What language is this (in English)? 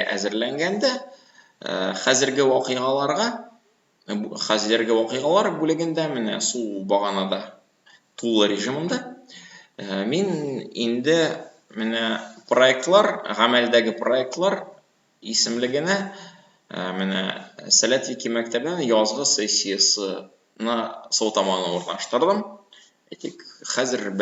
Tatar